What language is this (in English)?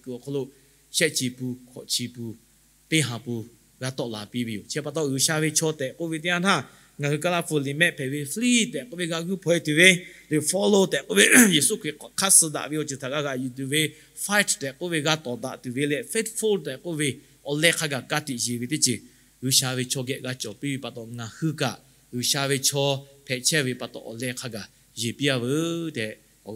Lahu